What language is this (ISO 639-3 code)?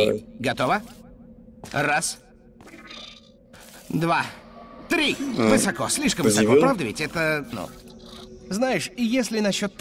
rus